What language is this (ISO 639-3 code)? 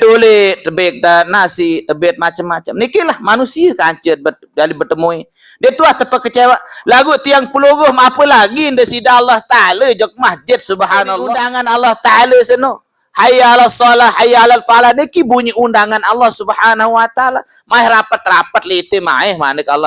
sas